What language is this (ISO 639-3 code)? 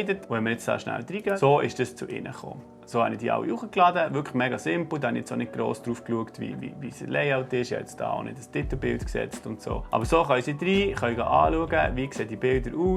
gsw